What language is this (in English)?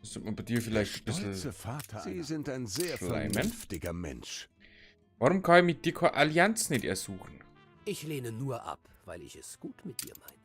Bavarian